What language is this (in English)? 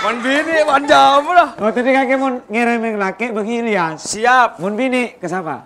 Madurese